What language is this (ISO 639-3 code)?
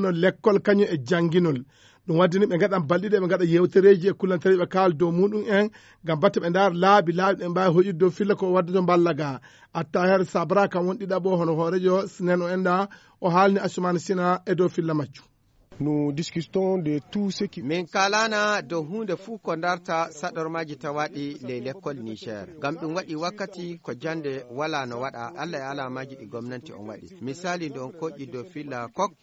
ful